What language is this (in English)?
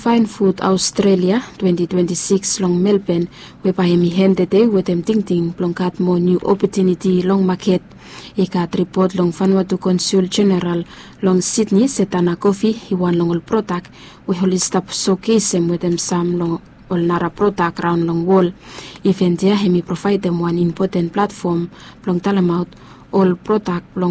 Bislama